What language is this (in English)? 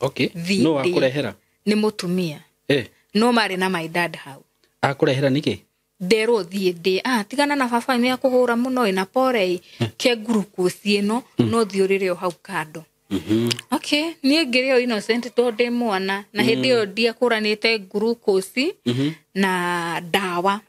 Kikuyu